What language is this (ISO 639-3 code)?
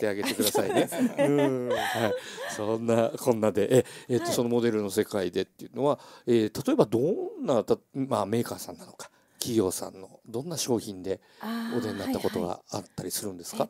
jpn